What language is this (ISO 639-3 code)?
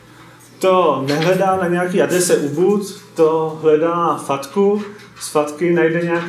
ces